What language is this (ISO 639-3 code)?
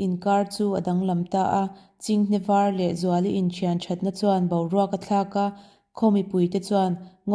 lus